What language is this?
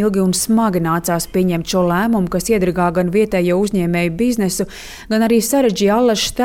Latvian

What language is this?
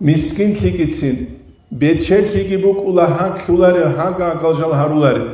Avaric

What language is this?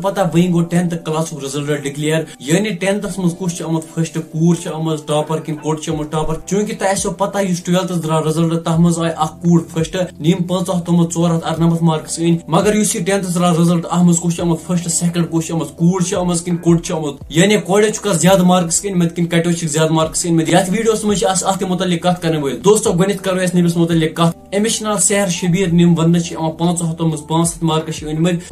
Kashmiri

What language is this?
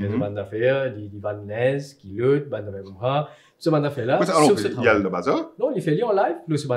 Morisyen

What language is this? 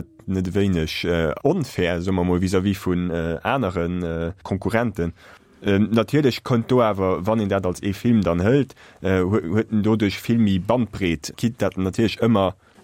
Luxembourgish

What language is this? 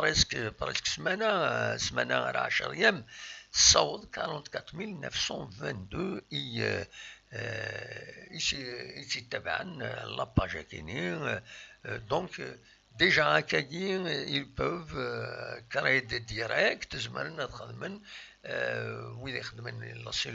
Kabyle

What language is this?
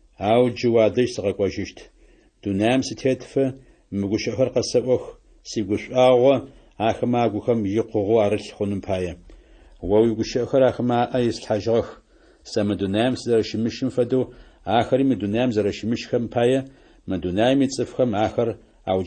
Adyghe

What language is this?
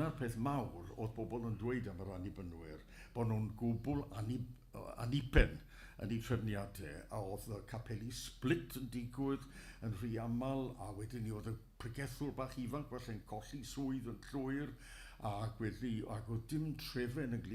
Welsh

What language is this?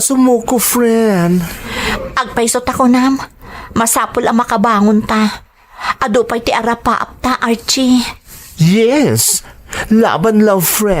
Iloko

